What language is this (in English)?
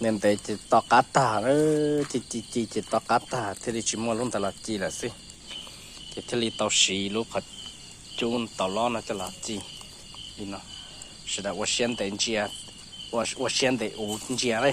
Hmong